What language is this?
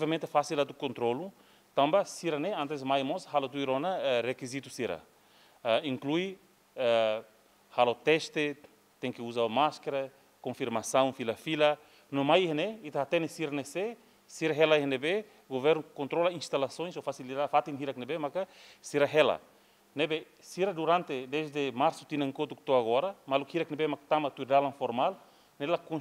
Tetum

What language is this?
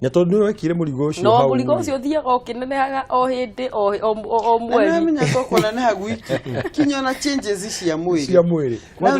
Kikuyu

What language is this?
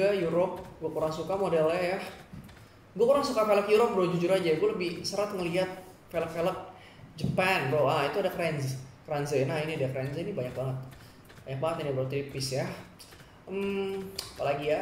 Indonesian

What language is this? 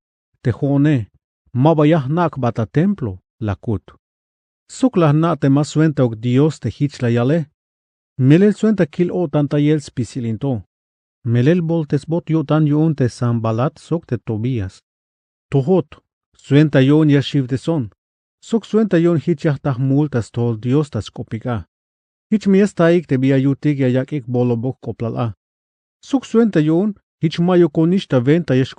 Tzeltal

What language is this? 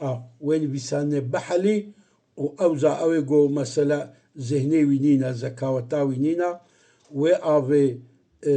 Kurdish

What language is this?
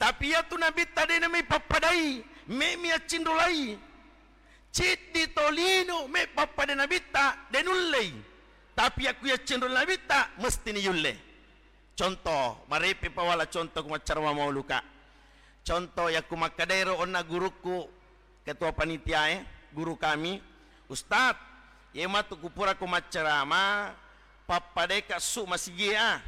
Buginese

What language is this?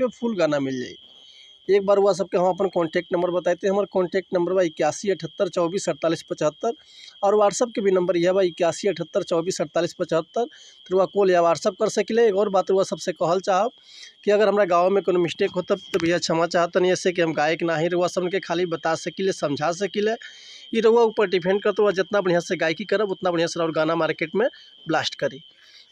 Bhojpuri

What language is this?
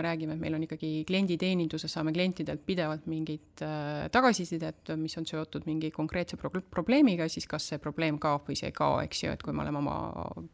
Estonian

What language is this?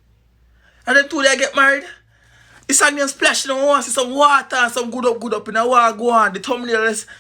Jamaican Creole English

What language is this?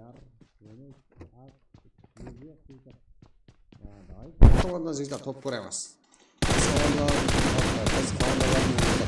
Kara-Kalpak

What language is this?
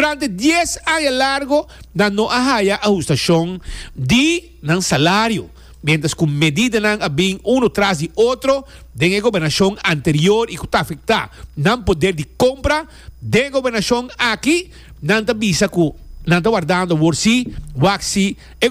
Papiamento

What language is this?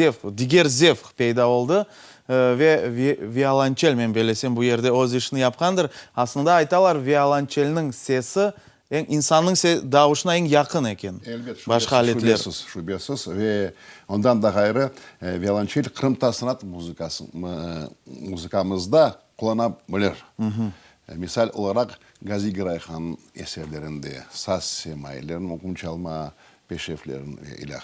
Crimean Tatar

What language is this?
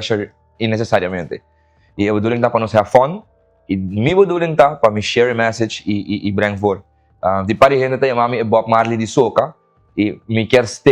Papiamento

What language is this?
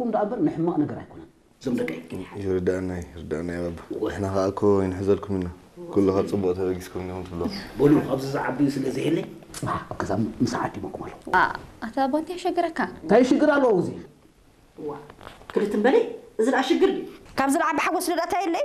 Tigrinya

